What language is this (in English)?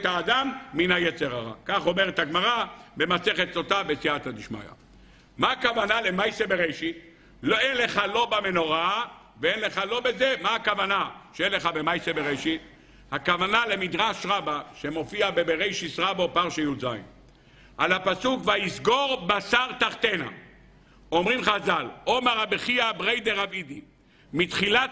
Hebrew